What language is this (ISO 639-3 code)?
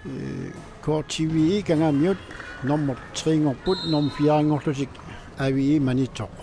kal